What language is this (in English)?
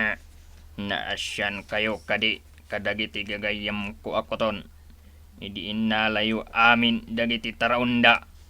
Iloko